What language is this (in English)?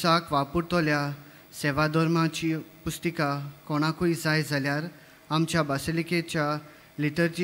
Konkani